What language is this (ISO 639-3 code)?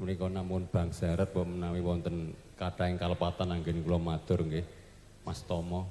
jav